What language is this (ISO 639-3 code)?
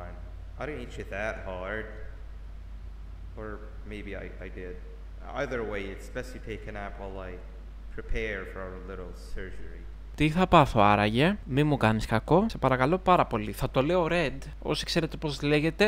ell